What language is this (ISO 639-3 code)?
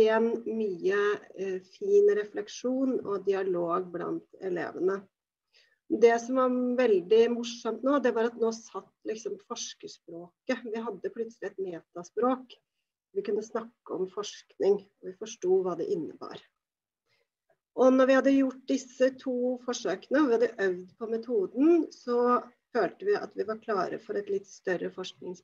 nor